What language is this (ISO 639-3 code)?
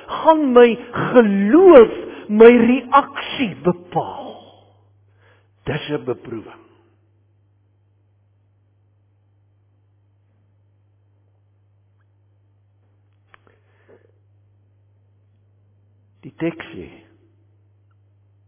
afr